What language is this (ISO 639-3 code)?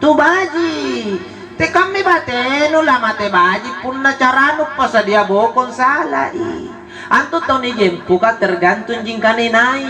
mak